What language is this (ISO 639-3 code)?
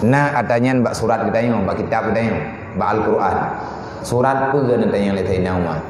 ace